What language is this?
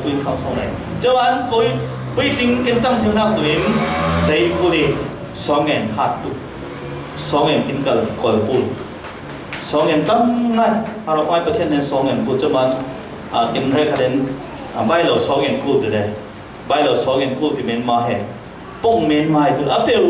Falam Chin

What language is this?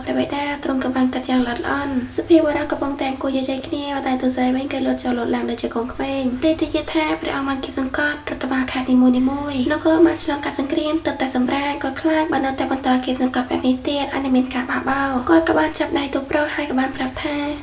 Khmer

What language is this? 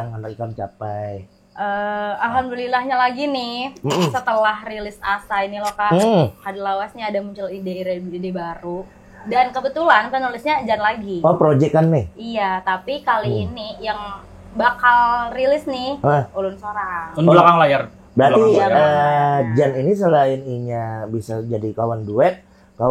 Banjar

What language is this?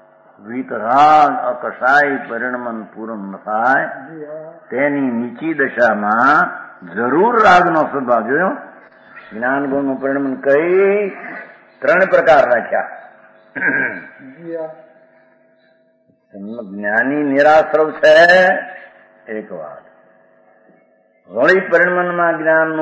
Gujarati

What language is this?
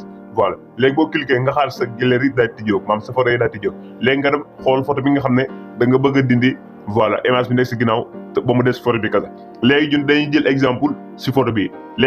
Wolof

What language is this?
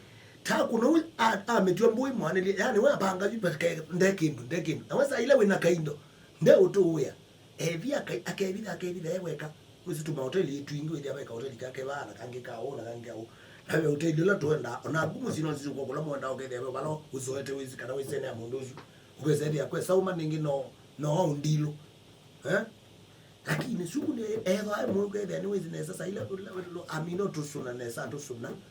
Kamba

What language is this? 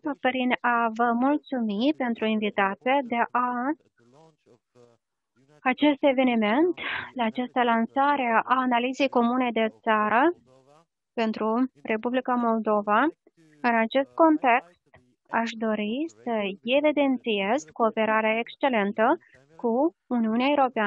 Romanian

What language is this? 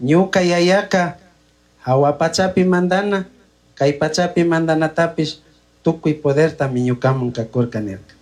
Chimborazo Highland Quichua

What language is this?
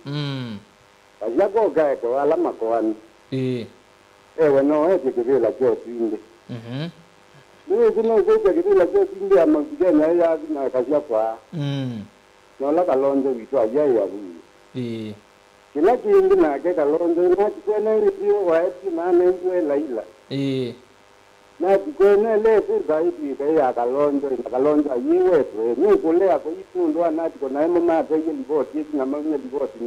Kamba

